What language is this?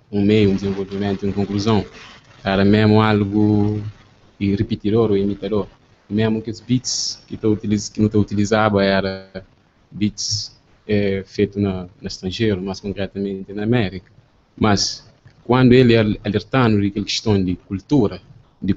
Kabuverdianu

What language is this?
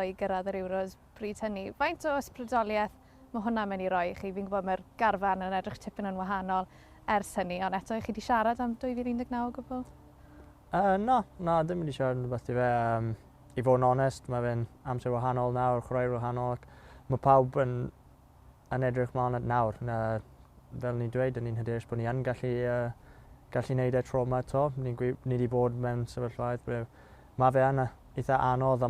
Welsh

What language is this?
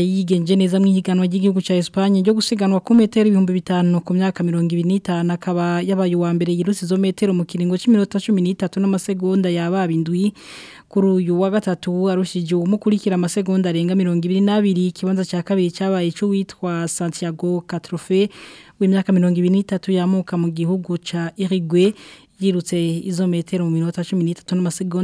Rundi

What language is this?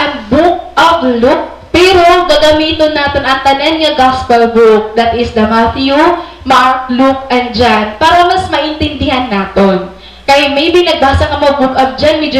Waray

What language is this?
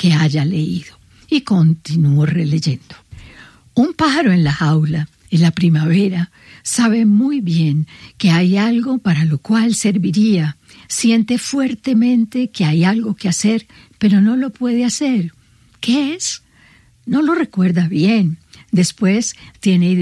Spanish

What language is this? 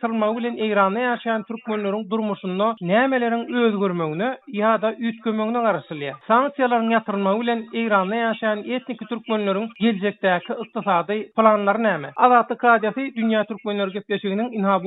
Turkmen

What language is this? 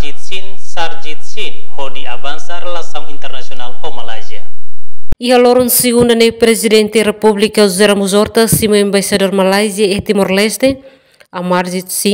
Tetum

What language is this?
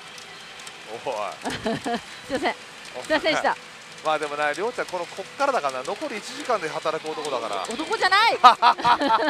Japanese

